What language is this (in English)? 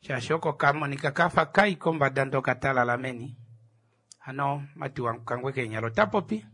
Kuanyama